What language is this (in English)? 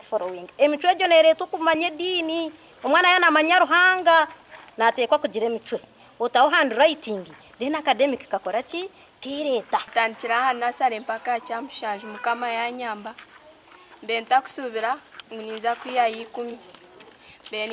Nyankole